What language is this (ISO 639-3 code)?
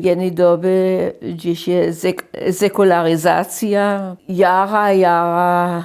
hsb